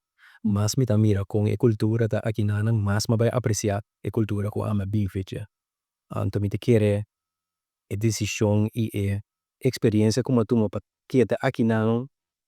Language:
Papiamento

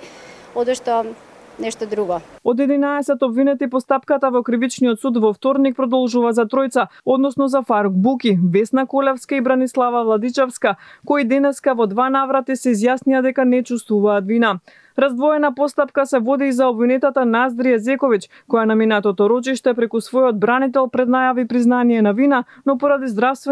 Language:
Macedonian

